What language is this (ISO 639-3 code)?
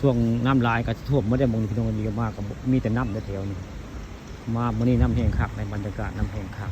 tts